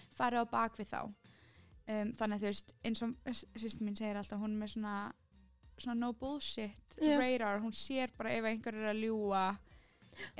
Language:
Icelandic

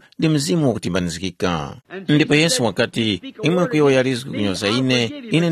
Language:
Tumbuka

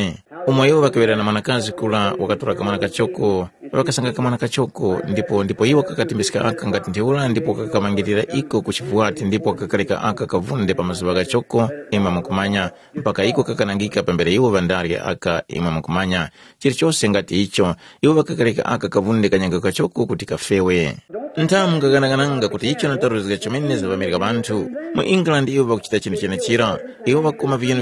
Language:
Tumbuka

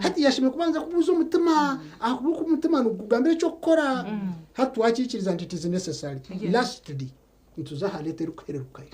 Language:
Nyankole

